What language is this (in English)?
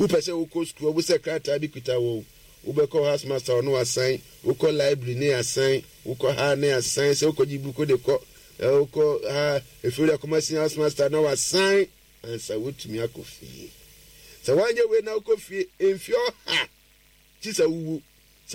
Akan